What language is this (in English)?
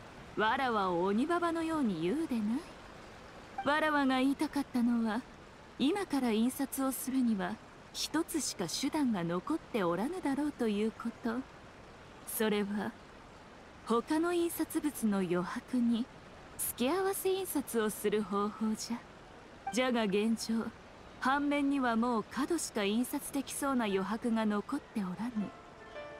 Japanese